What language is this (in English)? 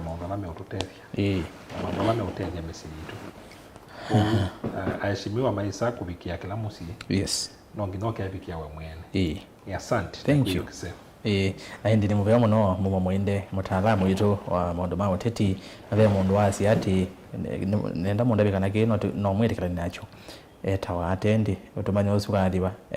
Kamba